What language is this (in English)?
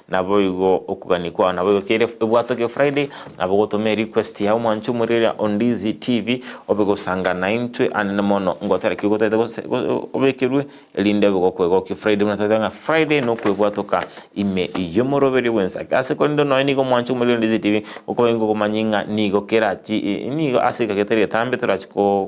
Gusii